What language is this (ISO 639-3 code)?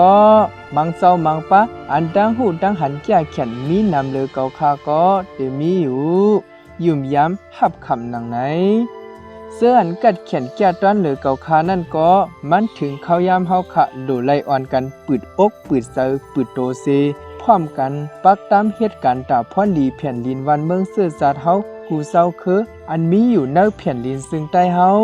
shn